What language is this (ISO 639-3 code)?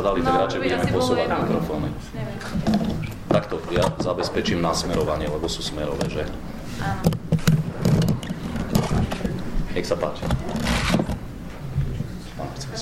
slk